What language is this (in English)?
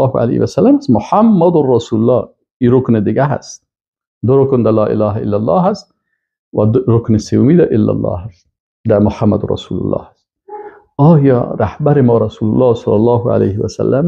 Persian